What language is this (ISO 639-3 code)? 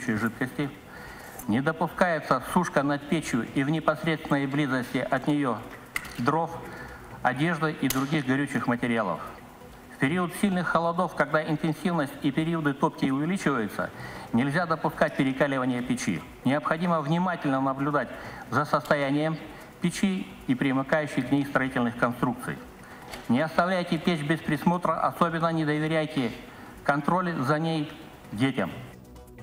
rus